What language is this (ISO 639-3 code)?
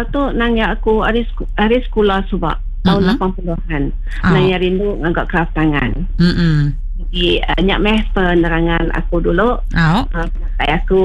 iba